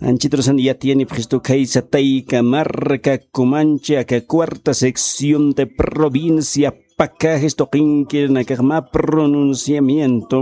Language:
Aymara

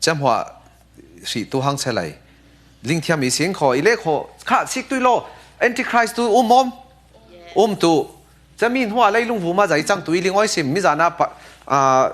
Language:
Falam Chin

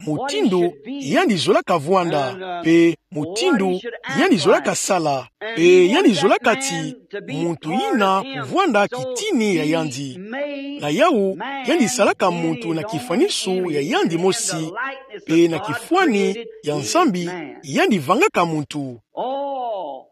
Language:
Kituba (Democratic Republic of Congo)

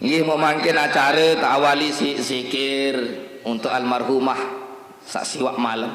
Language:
Sasak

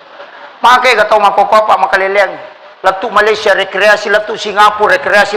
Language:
Buginese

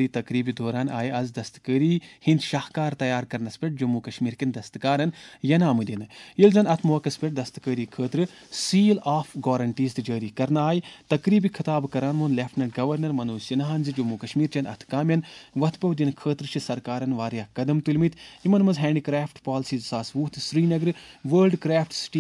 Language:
Kashmiri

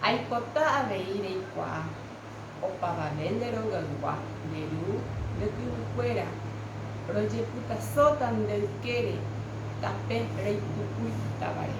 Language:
Guarani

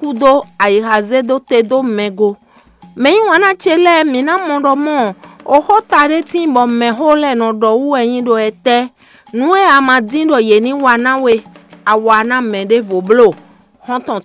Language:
Fon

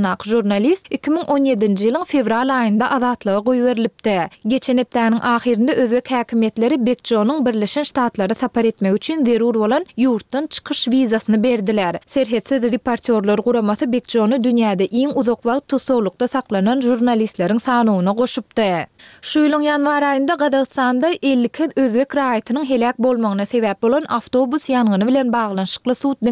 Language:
Turkmen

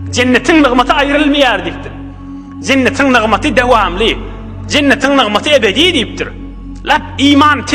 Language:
Turkmen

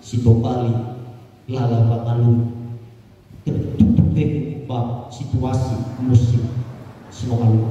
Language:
Nias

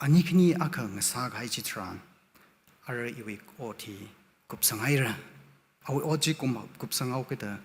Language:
Tangkhul Naga (India)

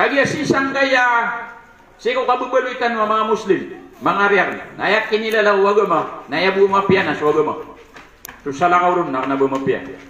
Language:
Maranao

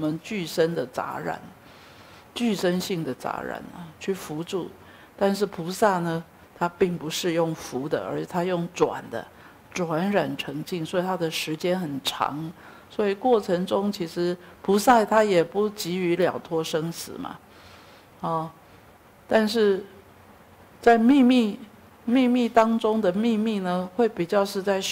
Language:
Chinese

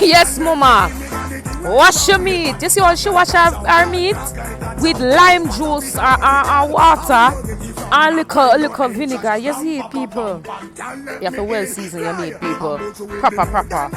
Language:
Jamaican Creole English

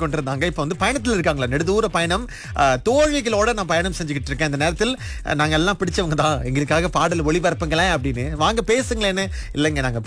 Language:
Tamil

